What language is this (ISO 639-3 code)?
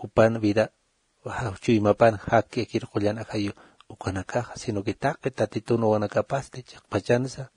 aym